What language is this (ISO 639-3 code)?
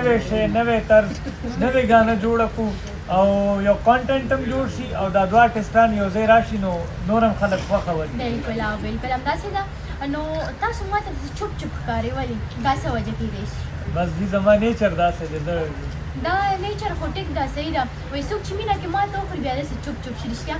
pus